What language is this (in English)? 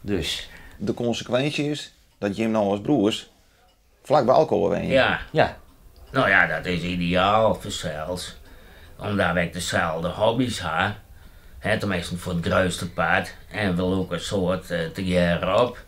Western Frisian